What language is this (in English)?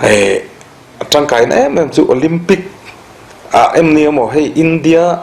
Mizo